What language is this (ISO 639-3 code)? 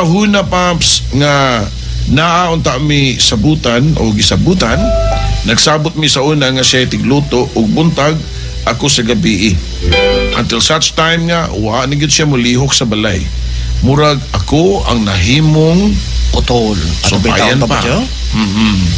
ceb